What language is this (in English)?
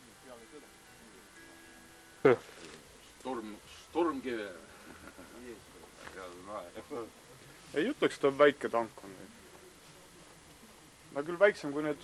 Estonian